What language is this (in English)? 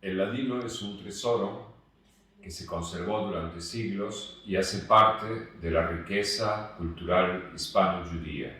Ladino